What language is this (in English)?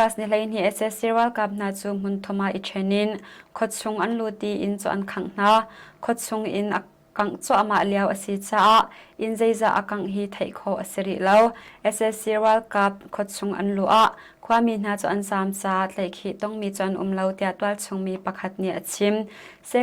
Hakha Chin